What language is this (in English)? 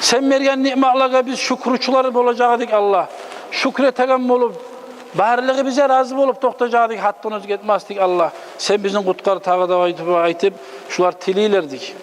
Kumyk